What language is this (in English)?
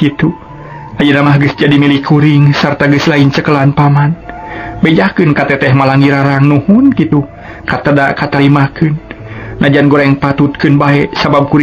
Sundanese